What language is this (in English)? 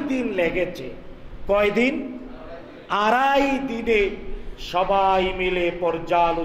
Bangla